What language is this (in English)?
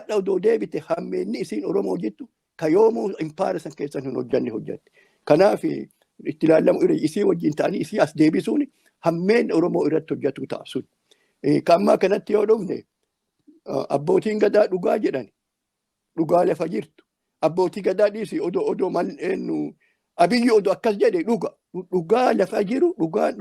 Oromo